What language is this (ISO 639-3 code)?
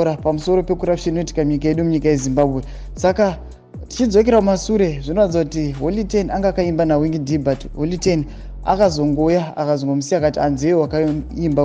sna